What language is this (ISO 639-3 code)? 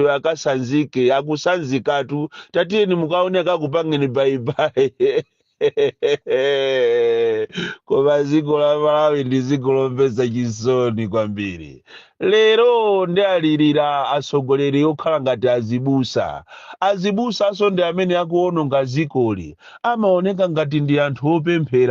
nya